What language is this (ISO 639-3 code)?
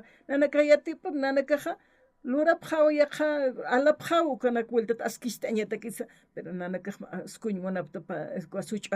aym